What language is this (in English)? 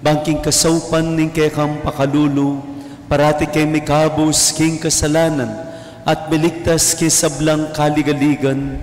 Pampanga